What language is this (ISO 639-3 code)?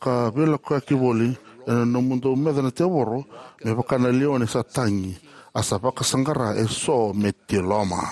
fij